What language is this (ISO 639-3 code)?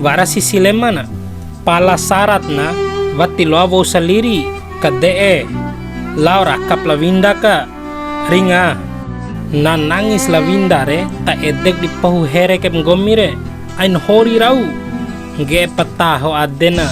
bhp